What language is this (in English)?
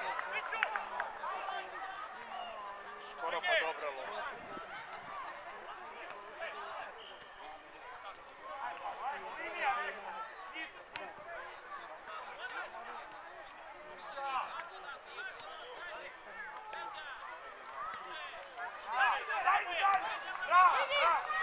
Serbian